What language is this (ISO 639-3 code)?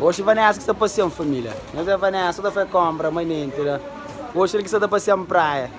kea